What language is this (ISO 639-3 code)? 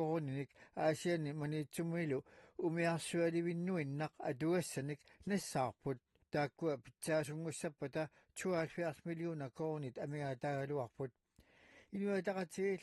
kal